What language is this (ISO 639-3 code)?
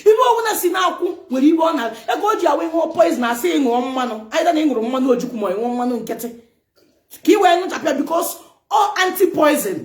ibo